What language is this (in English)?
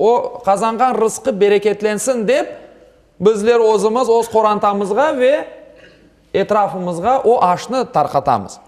Crimean Tatar